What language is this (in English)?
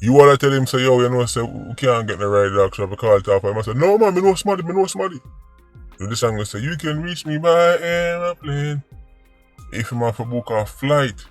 Jamaican Creole English